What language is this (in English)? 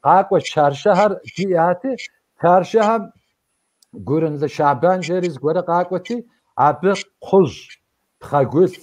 Kabardian